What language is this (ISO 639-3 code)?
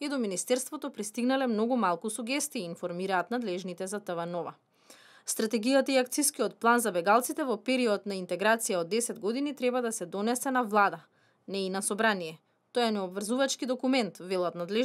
mkd